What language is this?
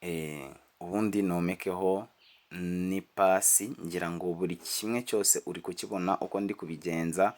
Kinyarwanda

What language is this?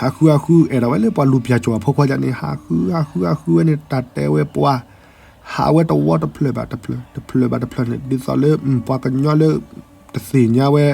S'gaw Karen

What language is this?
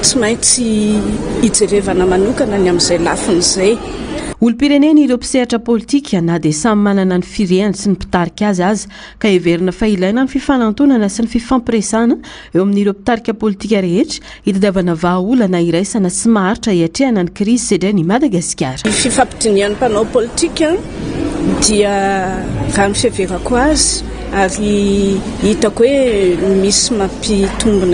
Malagasy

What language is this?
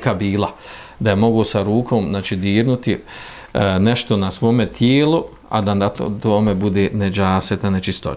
Bosnian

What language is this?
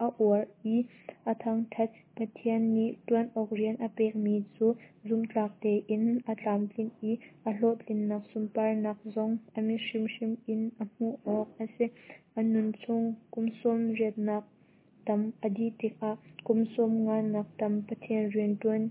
Hakha Chin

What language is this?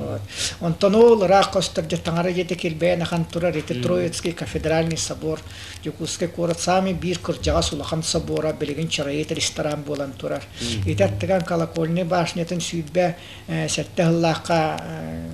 Yakut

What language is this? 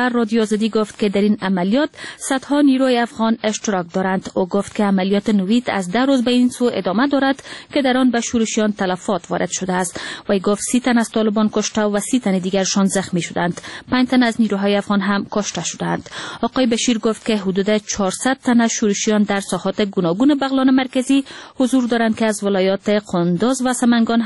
Persian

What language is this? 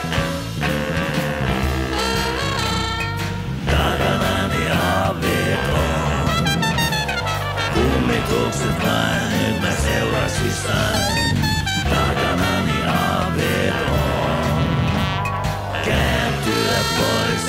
Finnish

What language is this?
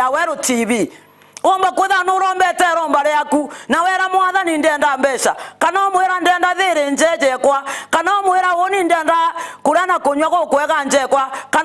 Meru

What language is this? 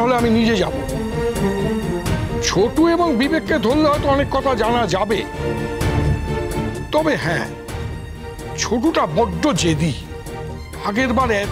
Bangla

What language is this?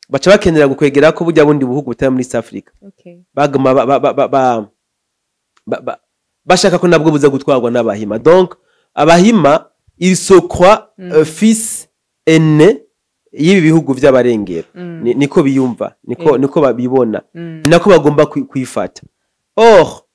Rundi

